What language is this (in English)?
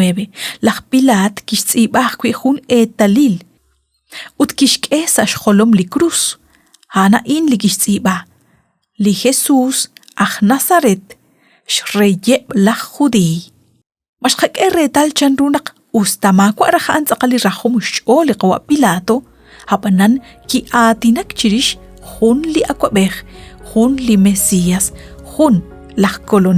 Kekchí